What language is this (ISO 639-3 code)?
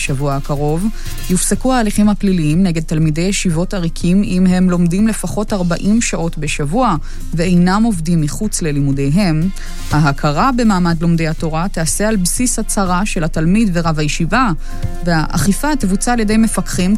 heb